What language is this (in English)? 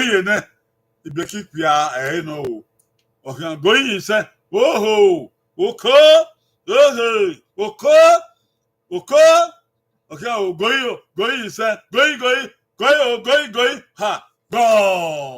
Bini